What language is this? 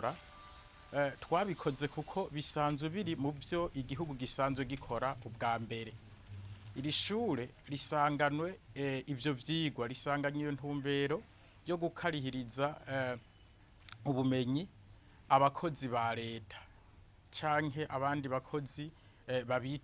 Rundi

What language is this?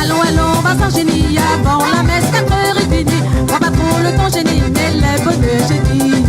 Réunion Creole French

